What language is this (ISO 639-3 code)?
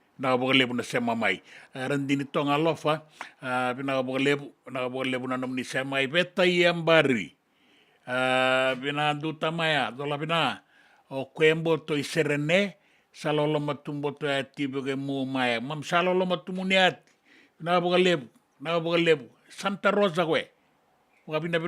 fij